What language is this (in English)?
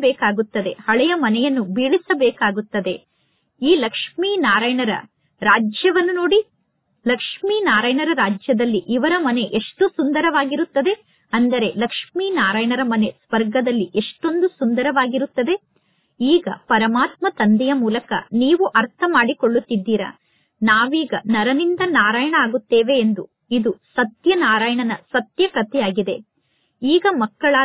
Kannada